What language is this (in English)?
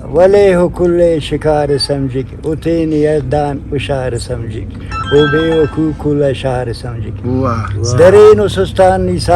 Brahui